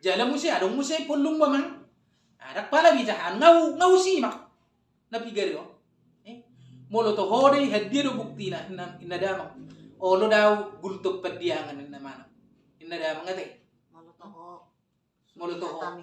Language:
Batak Toba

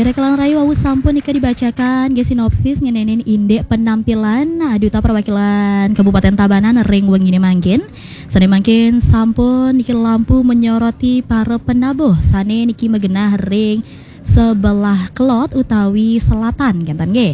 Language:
Balinese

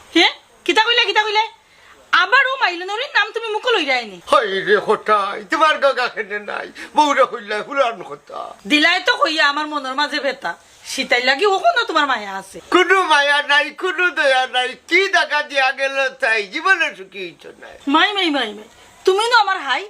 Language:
Sylheti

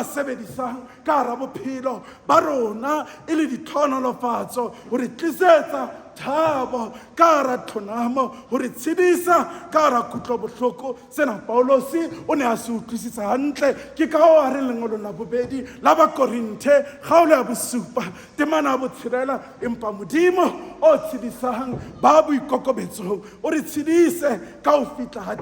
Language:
Southern Sotho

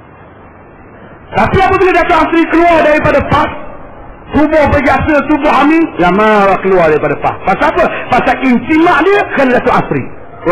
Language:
Malay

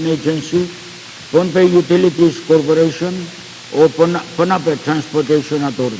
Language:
Pohnpeian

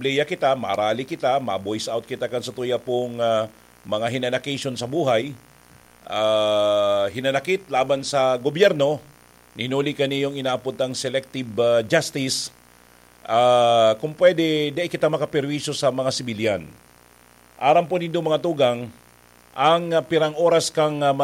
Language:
Bikol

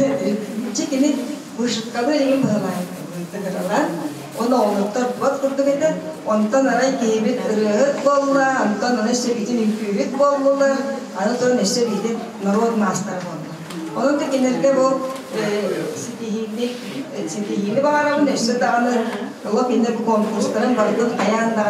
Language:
Yakut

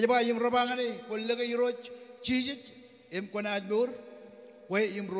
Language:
Marshallese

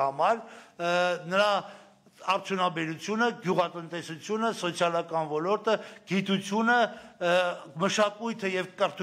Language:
Armenian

